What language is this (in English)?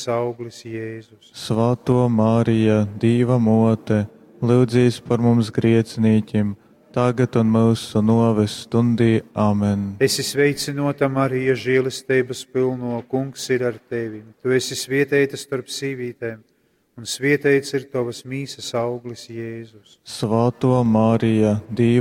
Latgalian